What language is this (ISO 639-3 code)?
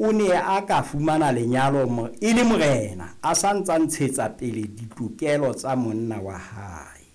sot